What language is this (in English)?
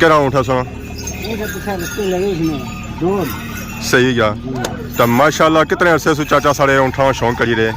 Pahari-Potwari